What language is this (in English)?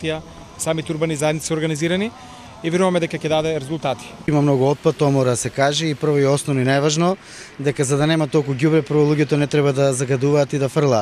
Macedonian